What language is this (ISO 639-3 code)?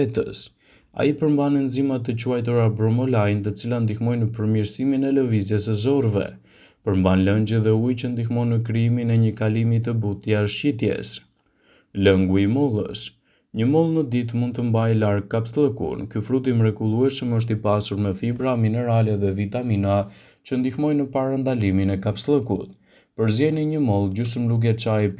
sqi